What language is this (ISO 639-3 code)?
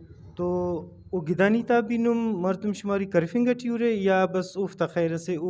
brh